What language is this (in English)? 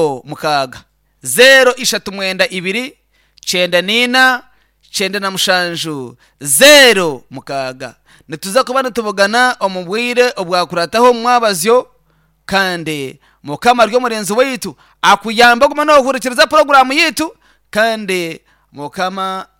Nyankole